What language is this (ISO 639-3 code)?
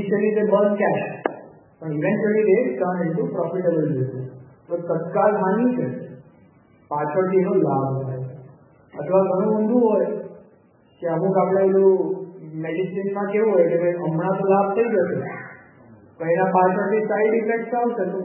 guj